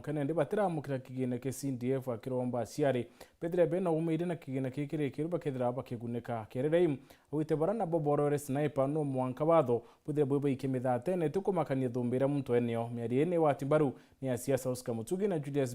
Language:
Meru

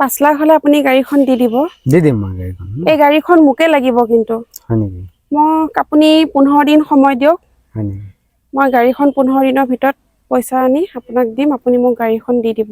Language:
Assamese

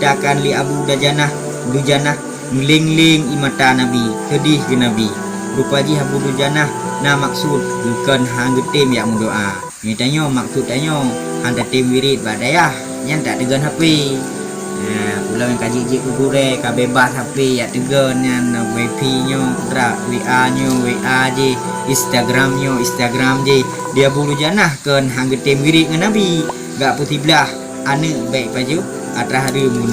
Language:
Achinese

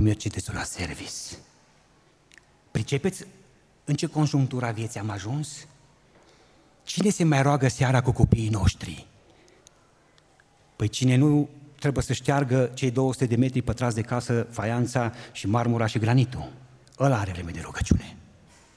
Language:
Romanian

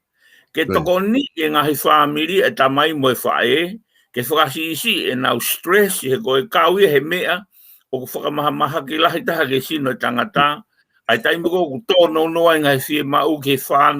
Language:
Tongan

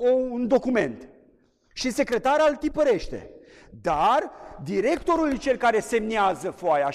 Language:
Romanian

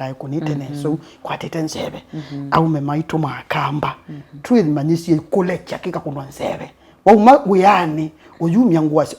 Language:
Kamba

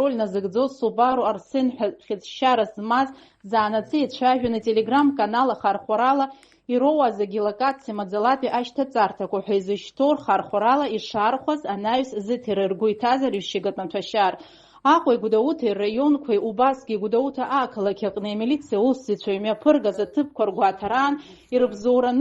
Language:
Abkhazian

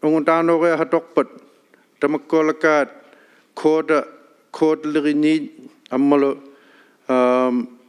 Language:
Inuktitut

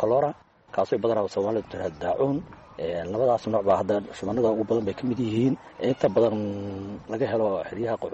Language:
Somali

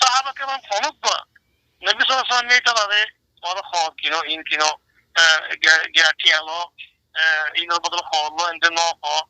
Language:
Rohingya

